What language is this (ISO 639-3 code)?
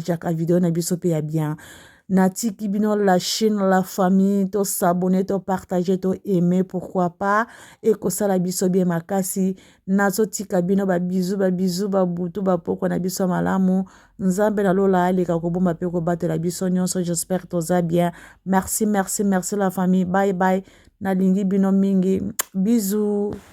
lin